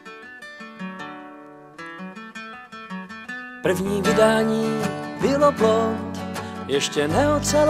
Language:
Czech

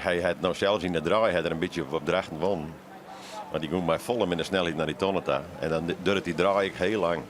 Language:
Western Frisian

